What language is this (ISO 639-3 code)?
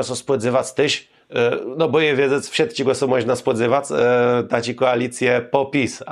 csb